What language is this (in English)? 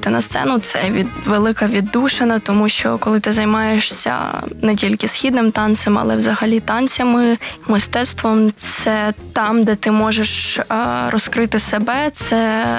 Ukrainian